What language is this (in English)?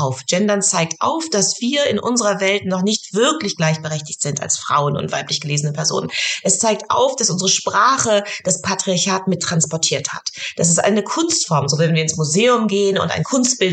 German